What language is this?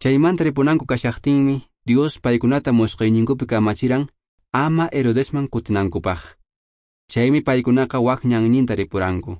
Quechua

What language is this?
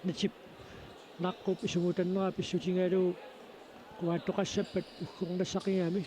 Kalaallisut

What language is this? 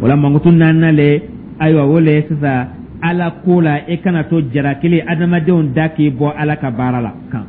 Dyula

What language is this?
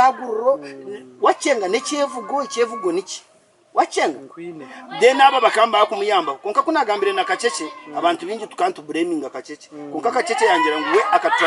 Nyankole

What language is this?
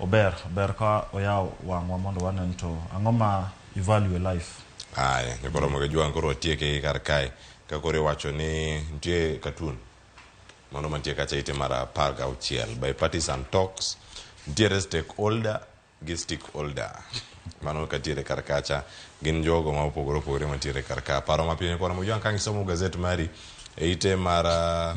Luo (Kenya and Tanzania)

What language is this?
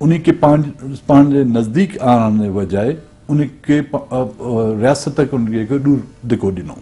Sindhi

